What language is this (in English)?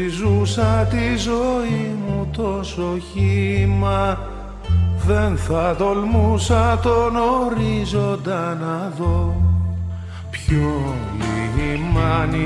Greek